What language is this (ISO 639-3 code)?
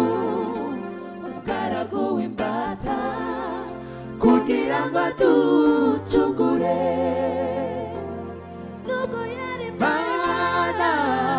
kin